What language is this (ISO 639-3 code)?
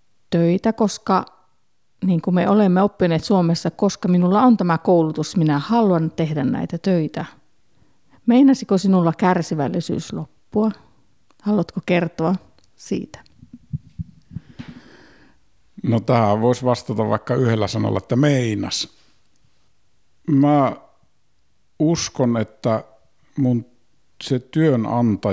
fin